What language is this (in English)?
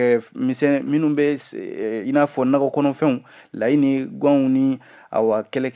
Bambara